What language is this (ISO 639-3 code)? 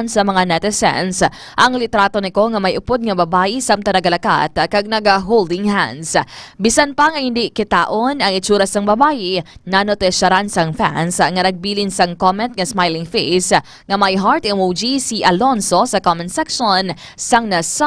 hil